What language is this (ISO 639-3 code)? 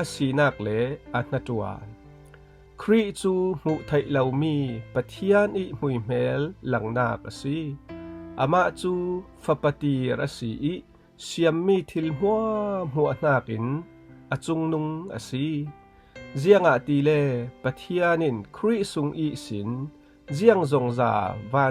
cfm